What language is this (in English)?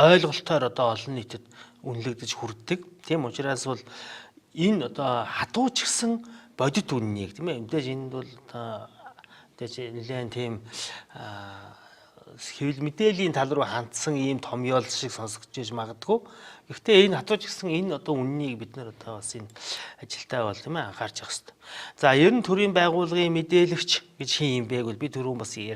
Mongolian